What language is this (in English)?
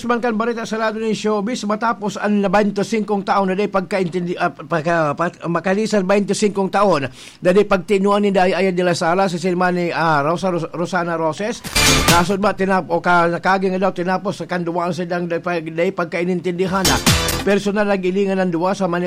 Bikol